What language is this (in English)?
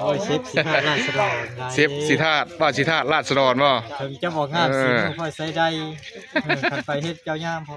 Northeastern Thai